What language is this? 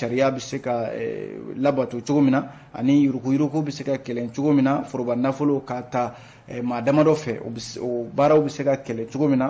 Bambara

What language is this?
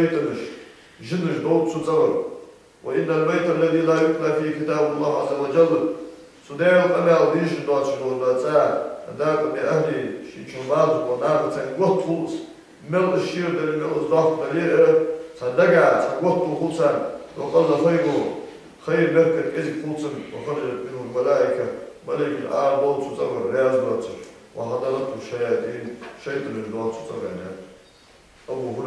Ingush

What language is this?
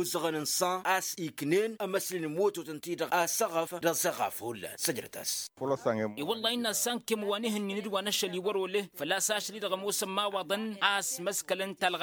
Tamasheq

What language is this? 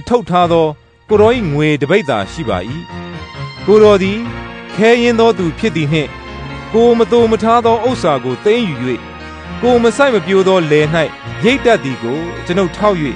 Burmese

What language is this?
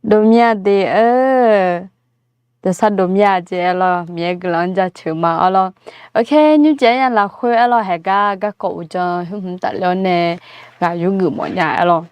Akha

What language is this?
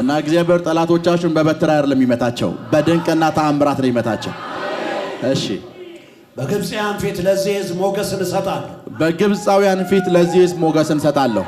Amharic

